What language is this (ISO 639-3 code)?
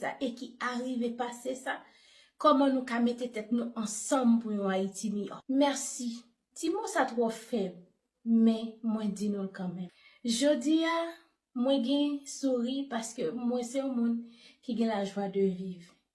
hat